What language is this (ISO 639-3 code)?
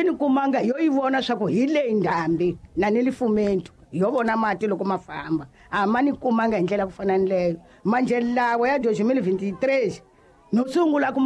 tso